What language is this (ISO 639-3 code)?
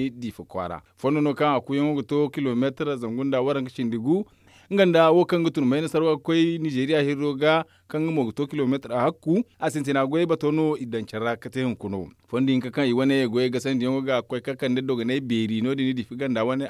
dje